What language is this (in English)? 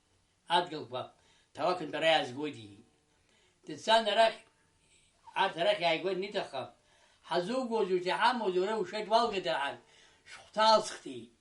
Abkhazian